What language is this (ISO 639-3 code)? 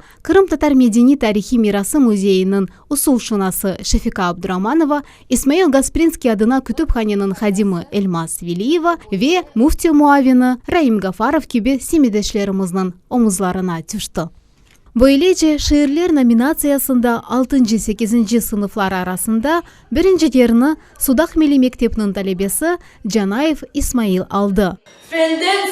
crh